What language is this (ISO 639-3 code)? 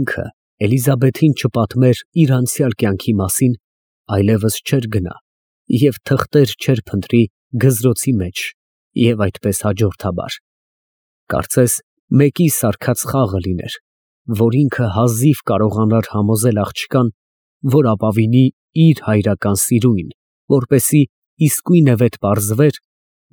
hye